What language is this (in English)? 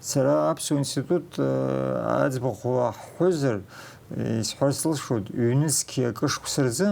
Abkhazian